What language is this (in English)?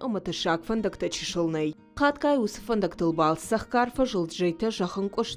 Ossetic